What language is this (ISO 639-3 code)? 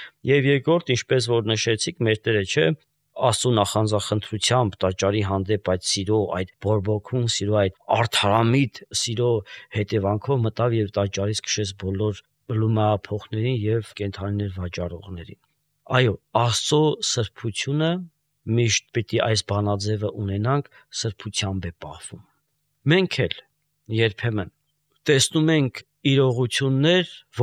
hye